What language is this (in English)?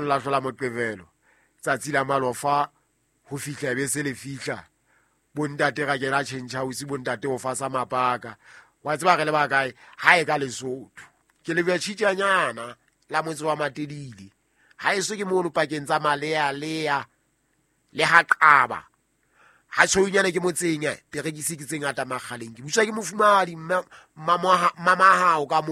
Southern Sotho